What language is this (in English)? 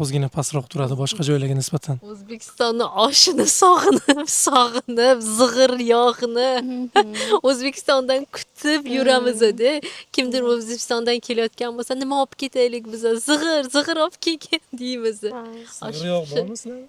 Uzbek